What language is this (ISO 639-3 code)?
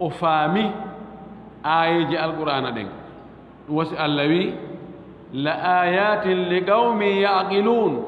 ful